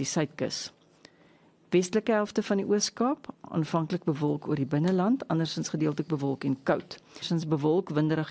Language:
Afrikaans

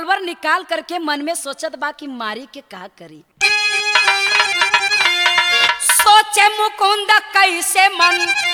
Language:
Bhojpuri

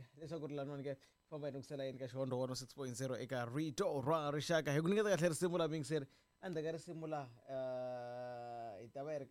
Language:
Tsonga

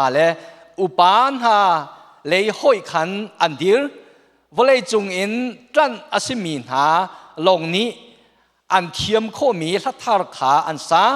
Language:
Hakha Chin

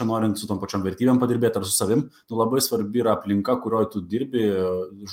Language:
Lithuanian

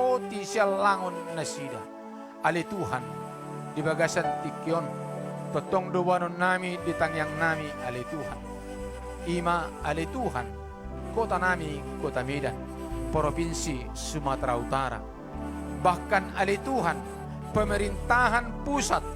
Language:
Batak Toba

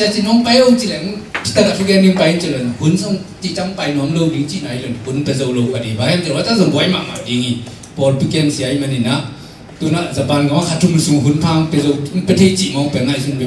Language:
Tedim Chin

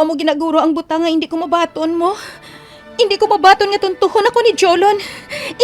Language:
Hiligaynon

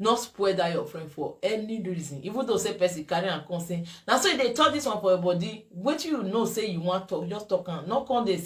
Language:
Nigerian Pidgin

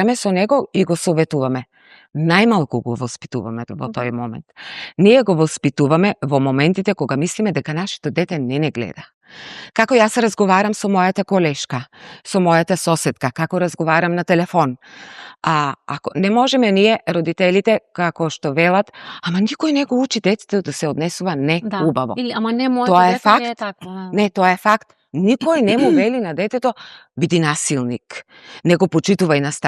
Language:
Macedonian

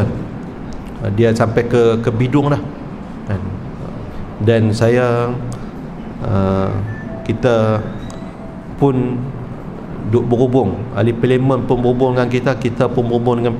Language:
Malay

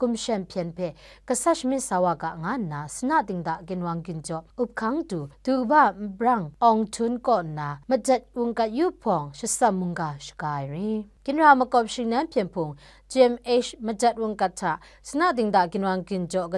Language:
Kachin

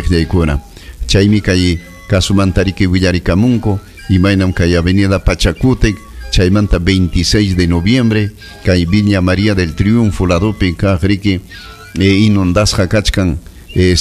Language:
Ayacucho Quechua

